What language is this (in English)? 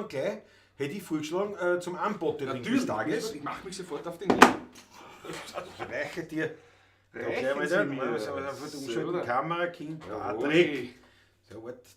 Bavarian